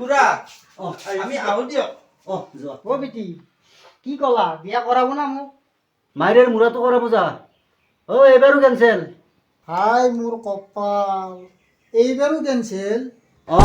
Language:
Assamese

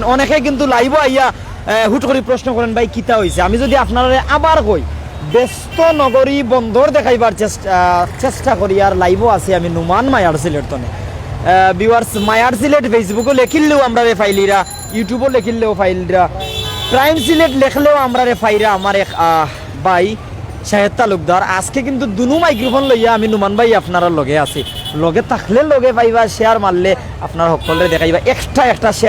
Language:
Sylheti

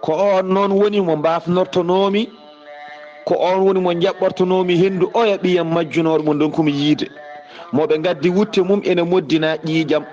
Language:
Fula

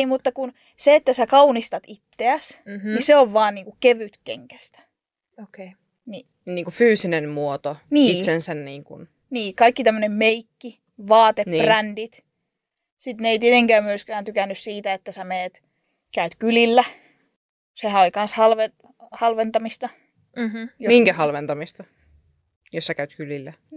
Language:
Finnish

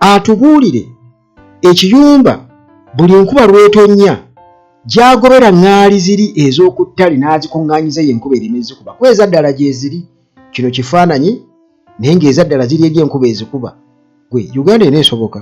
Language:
Ganda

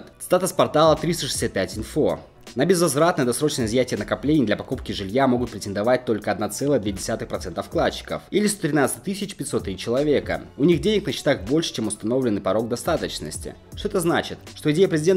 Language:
Russian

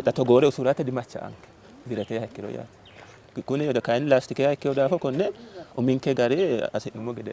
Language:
Sidamo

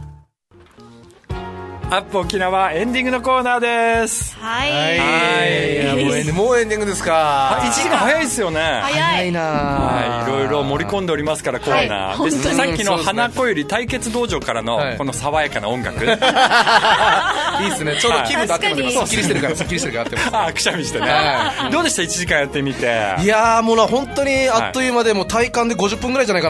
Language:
Japanese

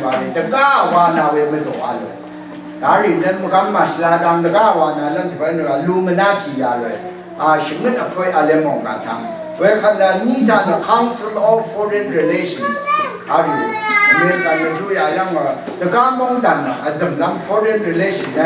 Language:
Rawang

